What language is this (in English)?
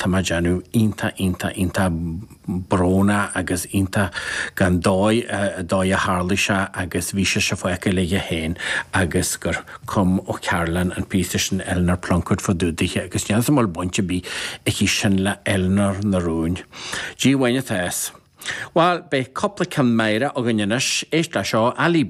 Irish